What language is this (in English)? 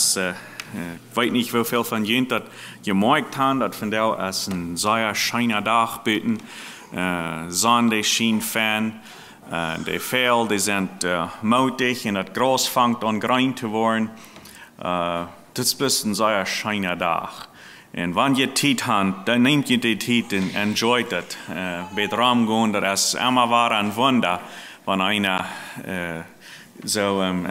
Plautdietsch